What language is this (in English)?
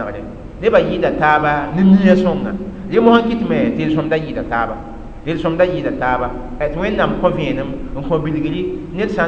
Mossi